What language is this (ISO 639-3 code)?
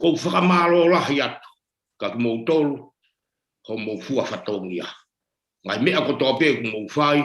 ton